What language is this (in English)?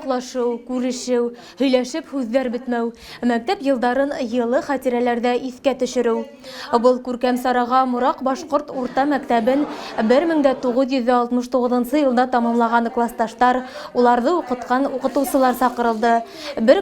Bashkir